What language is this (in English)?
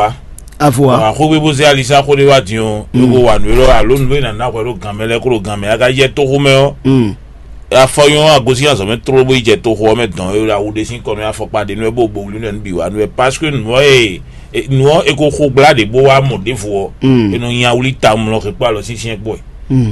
Fon